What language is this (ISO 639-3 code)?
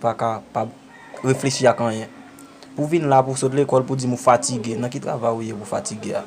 hat